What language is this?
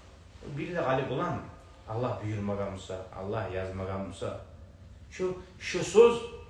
Kumyk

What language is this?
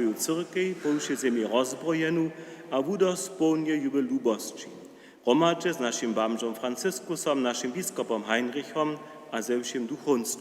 Upper Sorbian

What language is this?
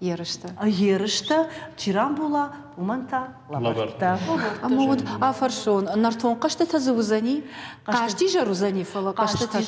Ossetic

